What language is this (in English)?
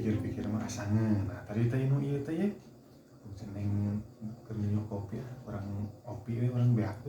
Sundanese